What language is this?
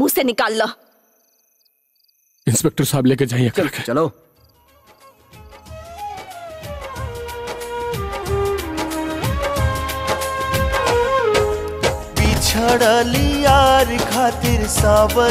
Bhojpuri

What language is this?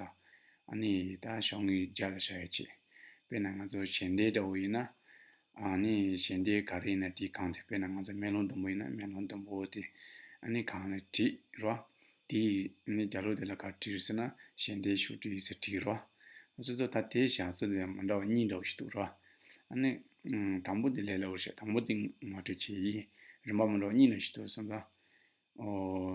Tibetan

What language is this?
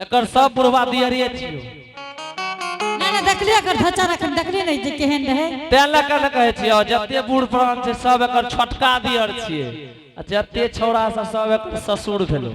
Angika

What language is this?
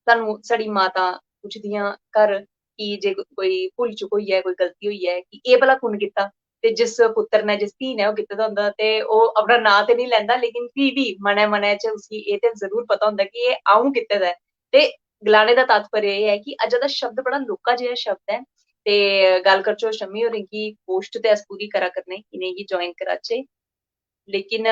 Dogri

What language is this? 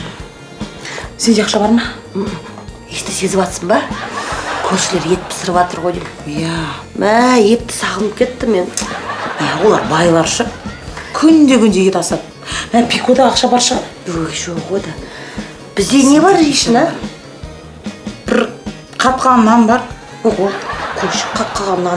Kazakh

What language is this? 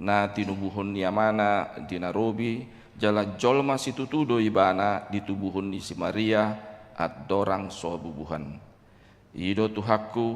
Batak Toba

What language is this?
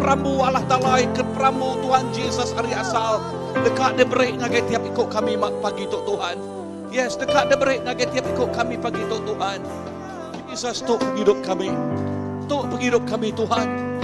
Iban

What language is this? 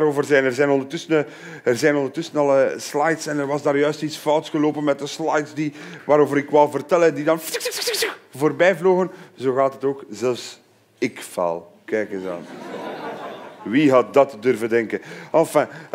Dutch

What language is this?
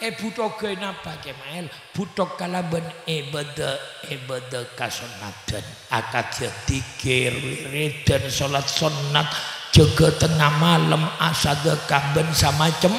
Madurese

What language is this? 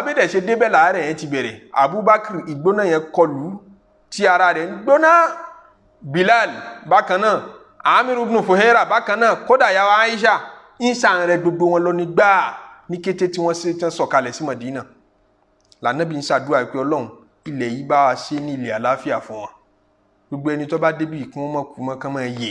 Yoruba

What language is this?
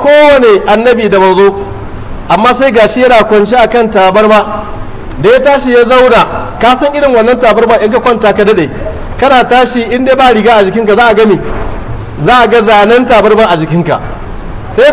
Hausa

